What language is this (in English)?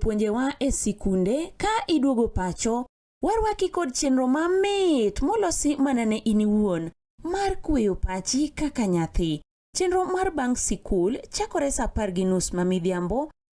Luo (Kenya and Tanzania)